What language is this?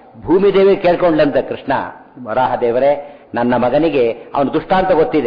Kannada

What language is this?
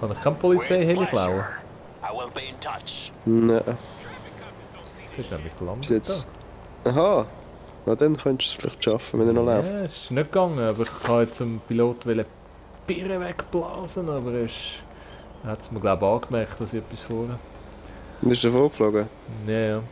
Swiss German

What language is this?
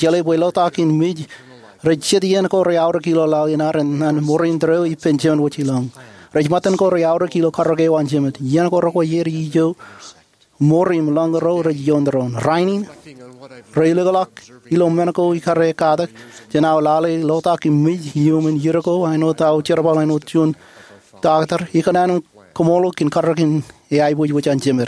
Marshallese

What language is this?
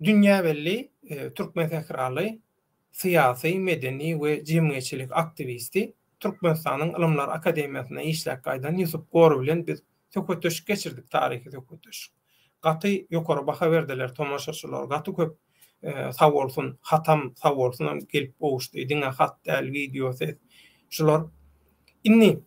Turkmen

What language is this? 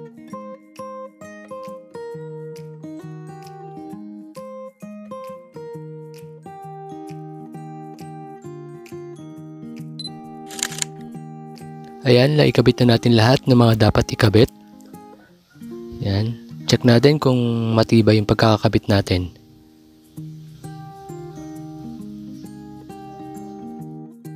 Filipino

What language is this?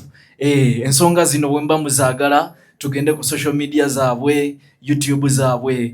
Ganda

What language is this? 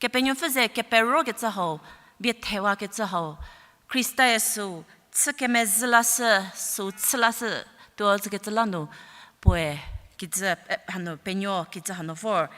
Angami Naga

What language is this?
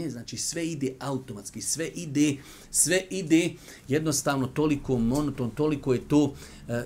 Bosnian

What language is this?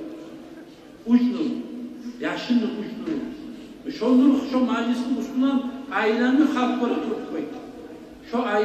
Kumyk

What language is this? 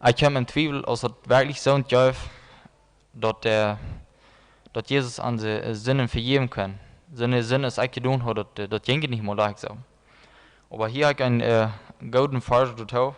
Plautdietsch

